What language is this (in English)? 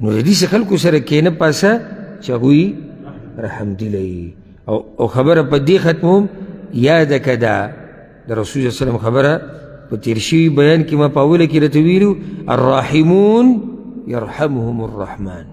Pashto